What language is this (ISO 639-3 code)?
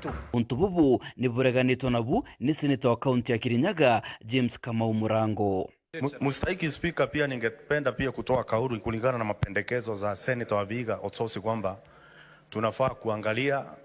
mer